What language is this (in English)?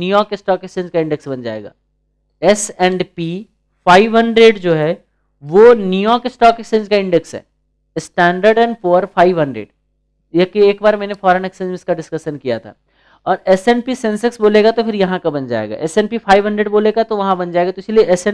Hindi